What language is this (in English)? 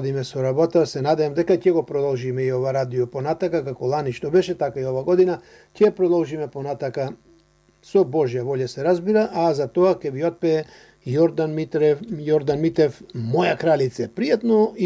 Macedonian